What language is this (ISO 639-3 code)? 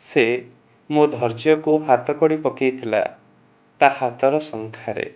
ori